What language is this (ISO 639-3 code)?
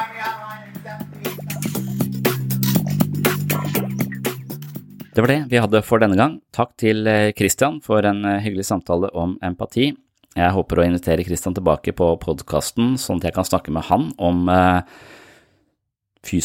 nor